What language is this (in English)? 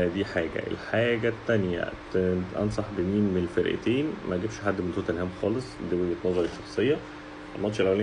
Egyptian Arabic